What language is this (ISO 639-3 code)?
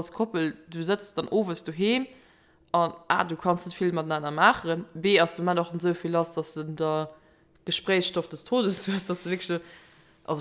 ltz